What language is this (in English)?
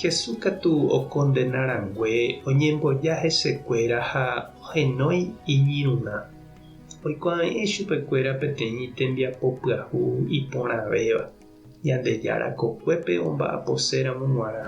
Guarani